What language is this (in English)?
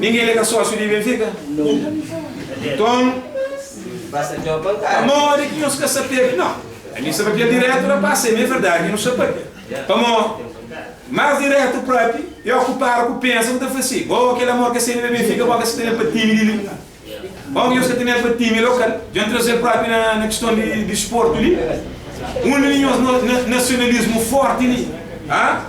Kabuverdianu